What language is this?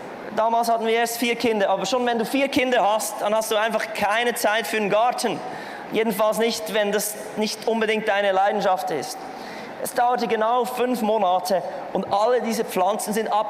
Swiss German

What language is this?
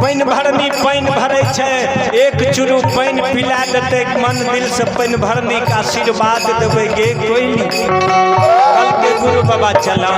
Maithili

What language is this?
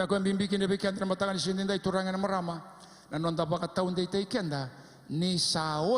Fijian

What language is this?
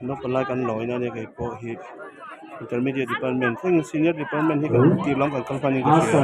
Mizo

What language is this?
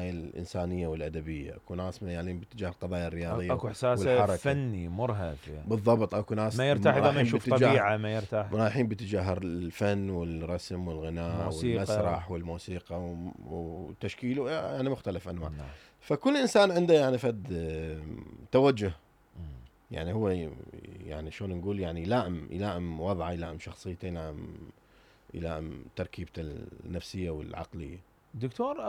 Mesopotamian Arabic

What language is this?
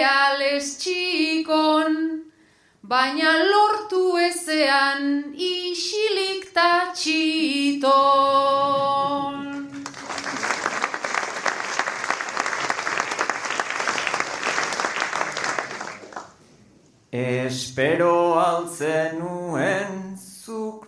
Basque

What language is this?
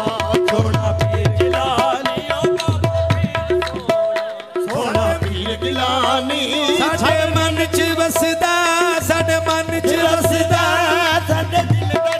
Punjabi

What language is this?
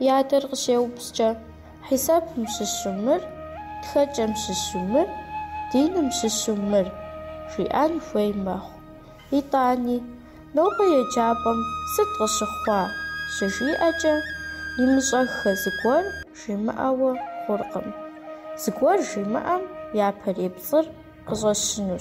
Kabardian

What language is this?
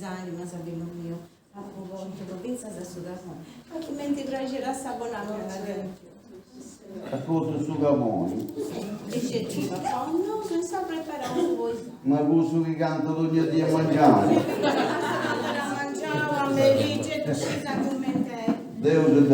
Sardinian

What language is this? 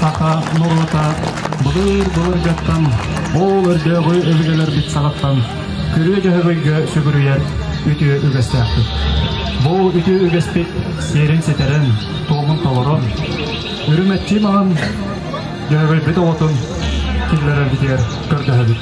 Yakut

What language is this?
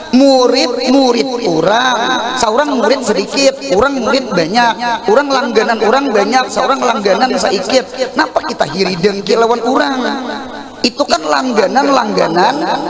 Banjar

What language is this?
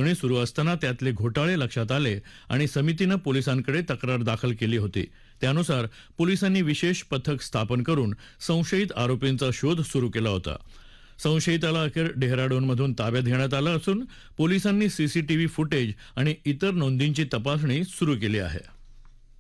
Marathi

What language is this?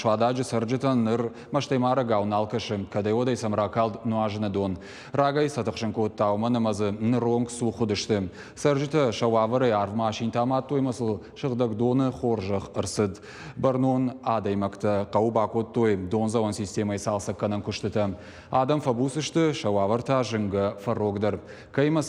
Ossetic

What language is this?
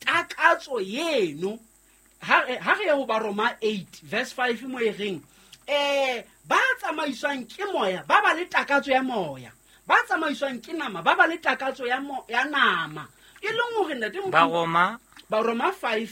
Southern Sotho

